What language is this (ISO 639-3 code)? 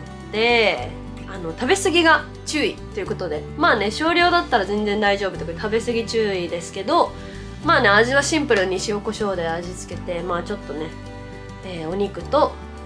jpn